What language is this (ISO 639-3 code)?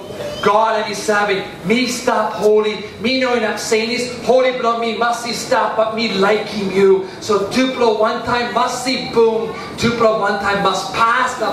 tpi